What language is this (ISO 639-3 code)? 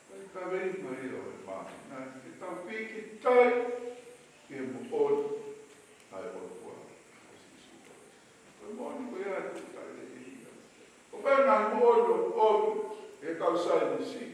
ton